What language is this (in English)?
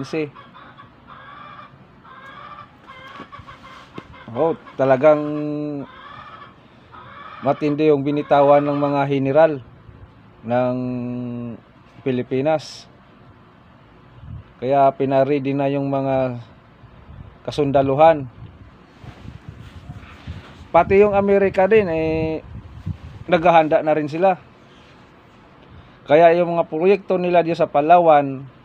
Filipino